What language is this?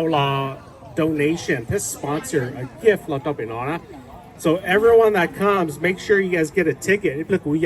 Hmong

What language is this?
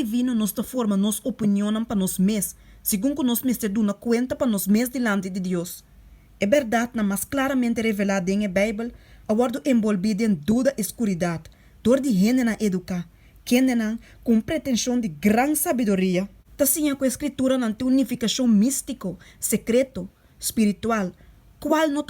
Papiamento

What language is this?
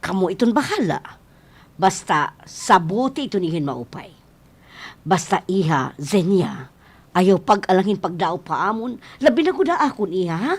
Waray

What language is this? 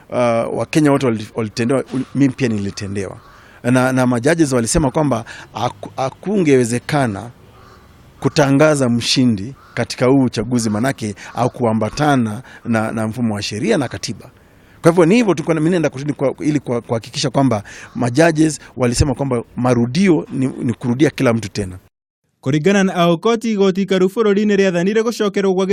Kikuyu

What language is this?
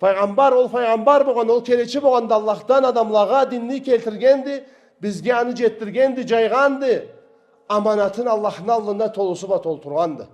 Karachay-Balkar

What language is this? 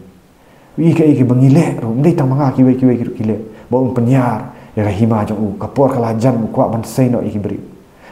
Khasi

